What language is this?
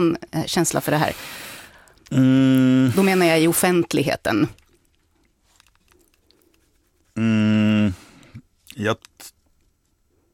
Swedish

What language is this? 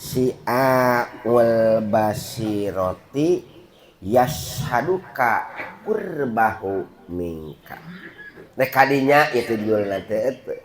Sundanese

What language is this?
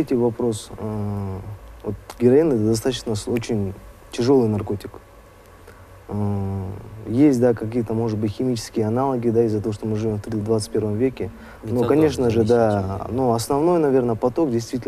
Russian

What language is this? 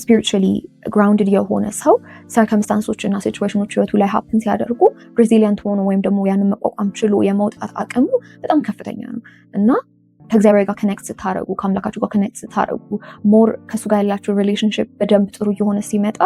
Amharic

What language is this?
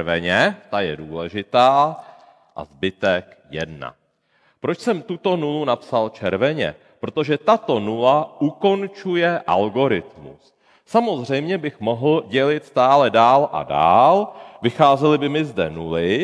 Czech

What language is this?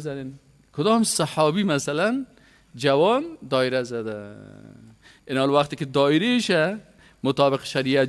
Persian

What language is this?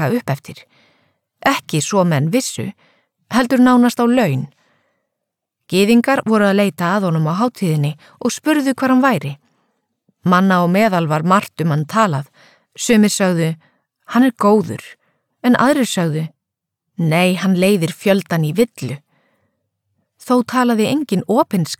Icelandic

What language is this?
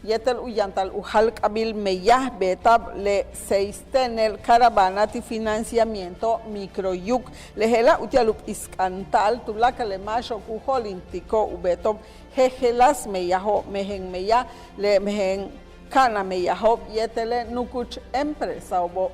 Yucateco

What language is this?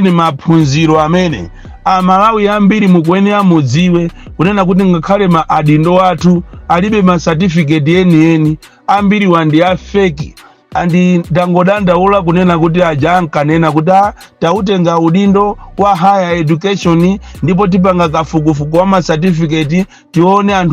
Nyanja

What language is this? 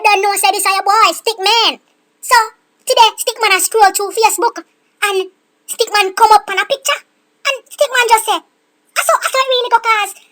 Jamaican Creole English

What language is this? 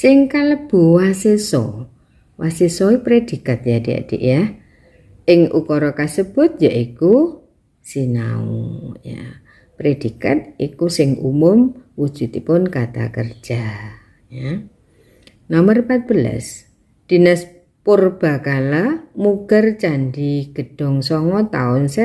Javanese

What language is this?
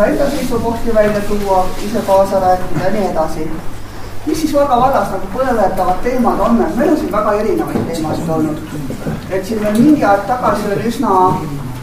Estonian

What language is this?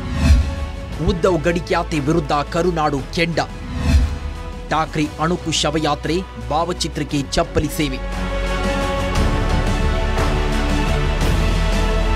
Kannada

